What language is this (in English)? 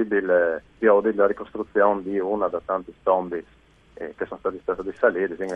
Friulian